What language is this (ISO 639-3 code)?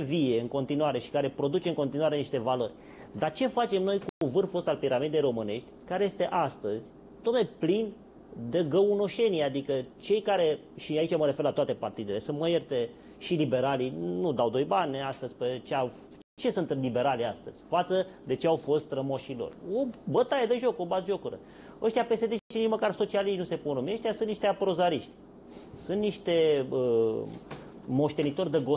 ron